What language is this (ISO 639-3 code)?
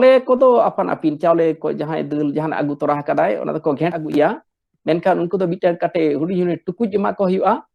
sat